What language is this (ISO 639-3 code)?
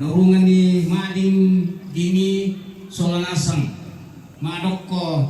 sda